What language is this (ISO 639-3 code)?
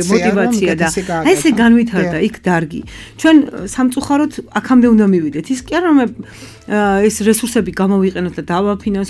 kat